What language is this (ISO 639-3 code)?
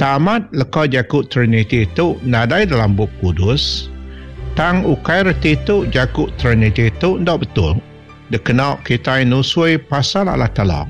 iba